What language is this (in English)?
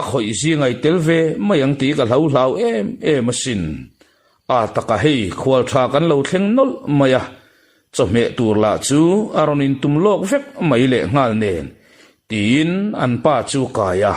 Mizo